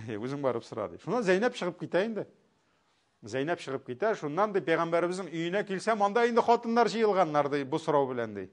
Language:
Tatar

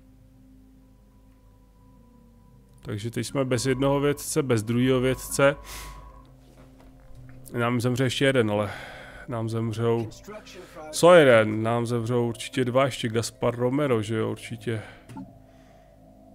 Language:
Czech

